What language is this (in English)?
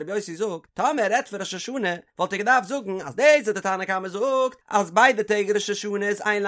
Yiddish